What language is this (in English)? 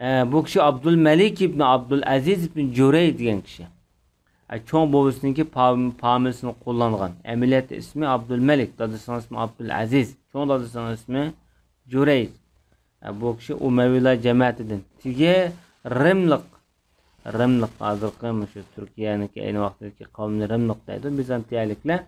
Uyghur